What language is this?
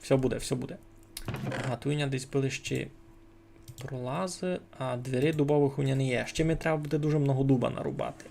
Rusyn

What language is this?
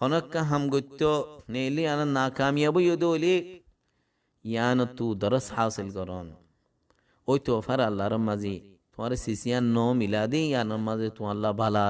Rohingya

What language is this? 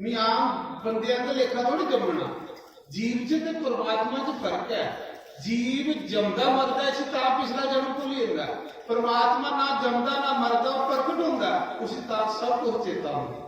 Dogri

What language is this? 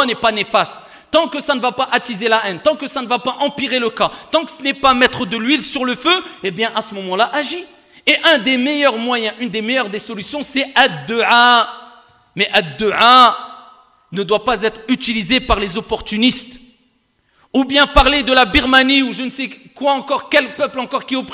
French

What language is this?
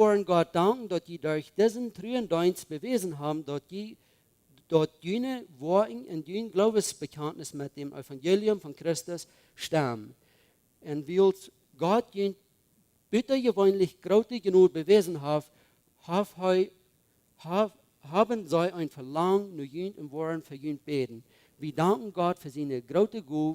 Plautdietsch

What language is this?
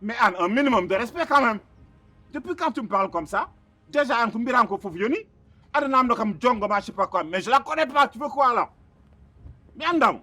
Fula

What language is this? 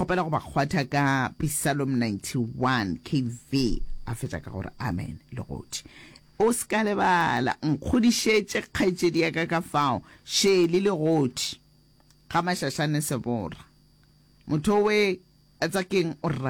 Northern Sotho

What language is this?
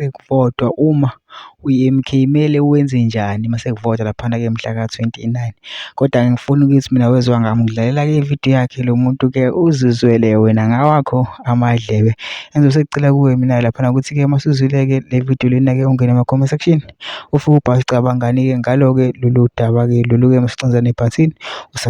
Zulu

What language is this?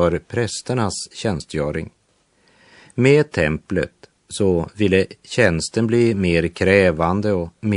Swedish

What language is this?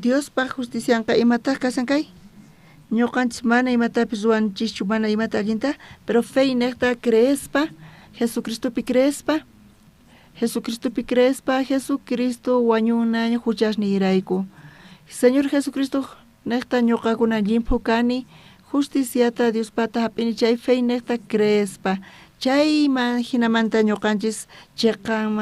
South Bolivian Quechua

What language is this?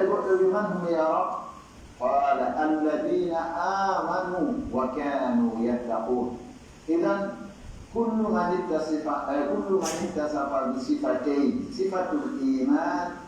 Pular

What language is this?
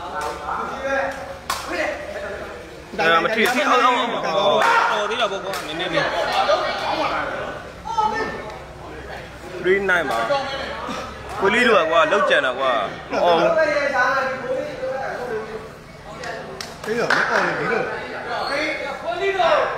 Burmese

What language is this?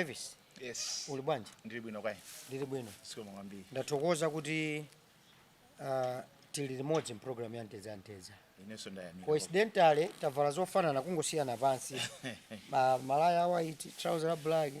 Nyanja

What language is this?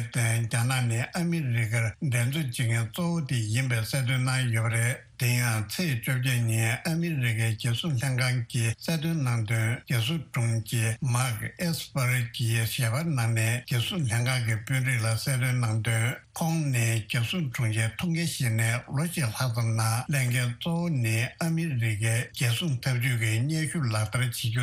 Tibetan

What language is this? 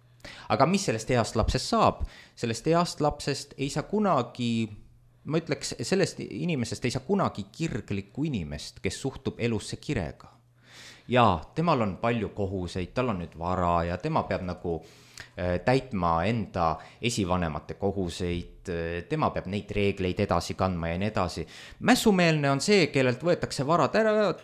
Estonian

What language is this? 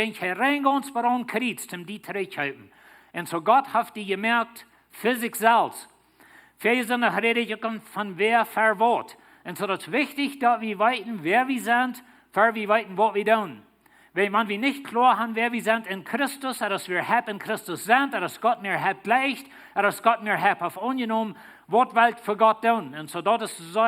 Plautdietsch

